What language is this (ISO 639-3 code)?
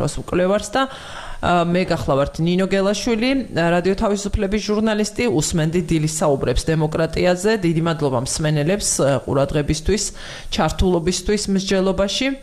kat